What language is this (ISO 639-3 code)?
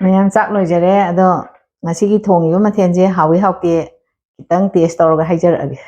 mni